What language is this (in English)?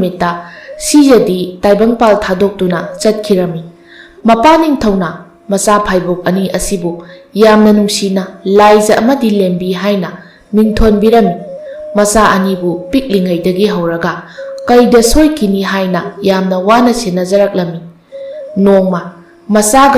Manipuri